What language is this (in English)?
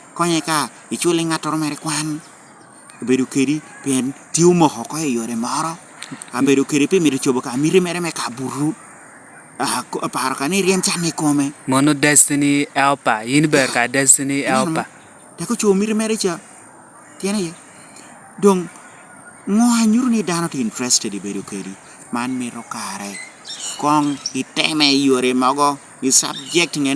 Lango (Uganda)